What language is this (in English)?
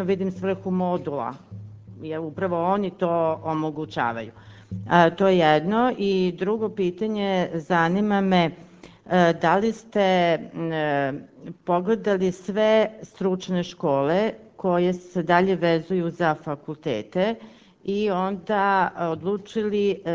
Serbian